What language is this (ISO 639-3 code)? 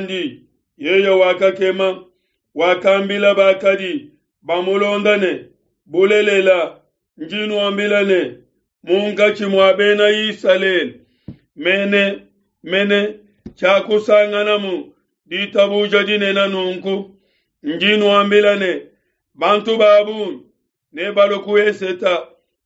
lua